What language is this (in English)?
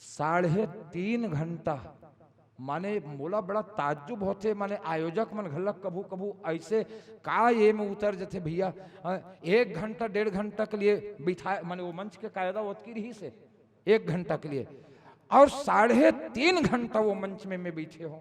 Chhattisgarhi